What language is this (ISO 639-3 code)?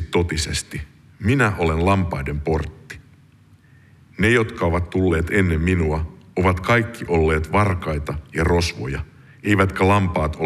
fin